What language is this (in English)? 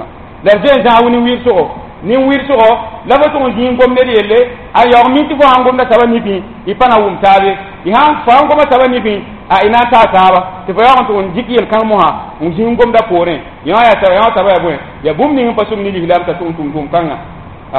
Mossi